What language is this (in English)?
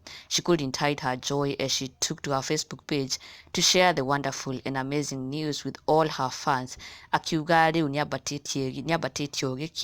Kikuyu